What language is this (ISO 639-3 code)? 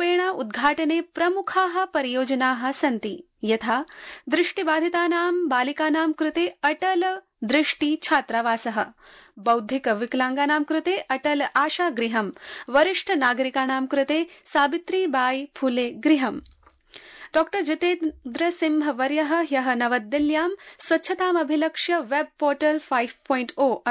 san